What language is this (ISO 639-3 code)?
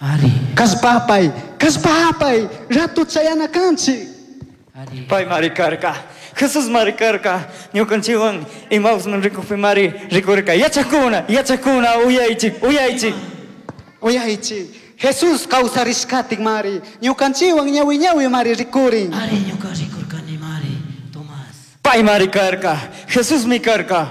qug